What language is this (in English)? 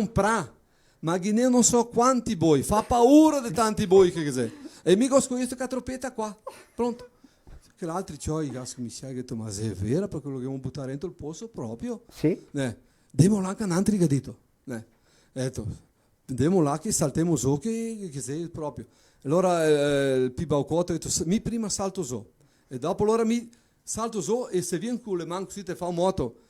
Venetian